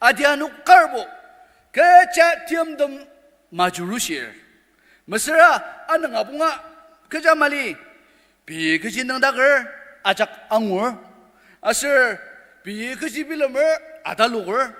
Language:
Ao Naga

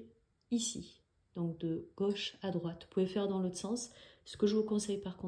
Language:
French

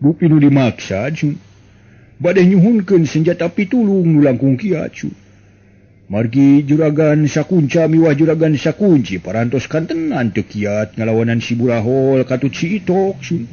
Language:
Sundanese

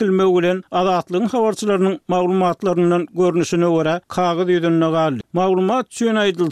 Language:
Turkmen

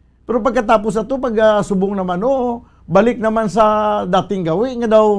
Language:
Hiligaynon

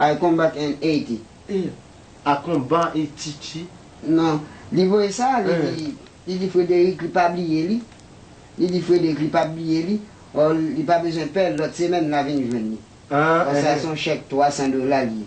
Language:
Haitian Creole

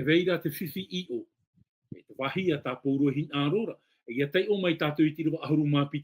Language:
Tahitian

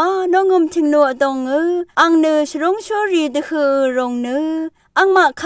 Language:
Rawang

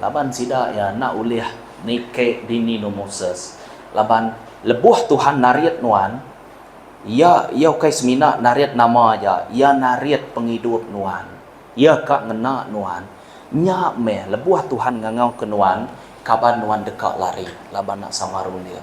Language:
Iban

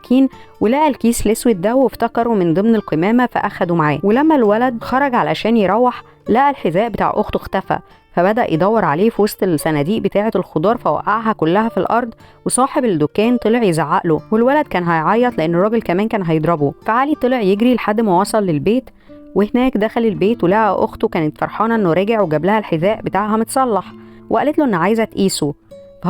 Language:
Egyptian Arabic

